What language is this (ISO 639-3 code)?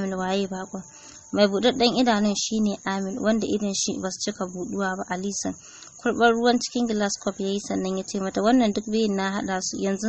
hau